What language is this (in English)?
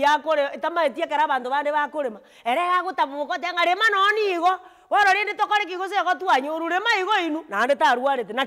Gusii